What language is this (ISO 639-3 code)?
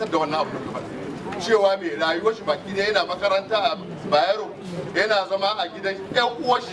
hau